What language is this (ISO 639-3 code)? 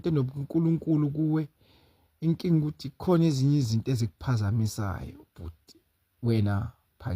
zul